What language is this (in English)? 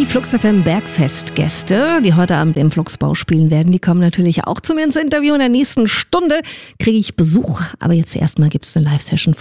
German